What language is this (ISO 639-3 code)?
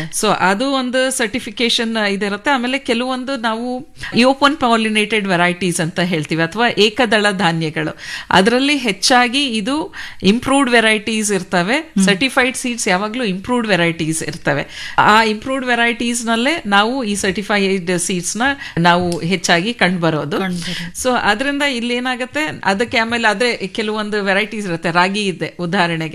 kan